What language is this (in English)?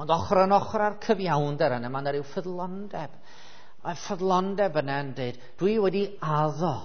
Welsh